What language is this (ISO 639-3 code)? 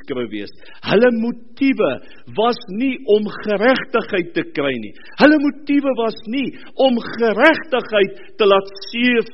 afr